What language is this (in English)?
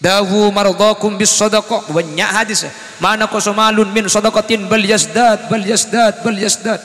Madurese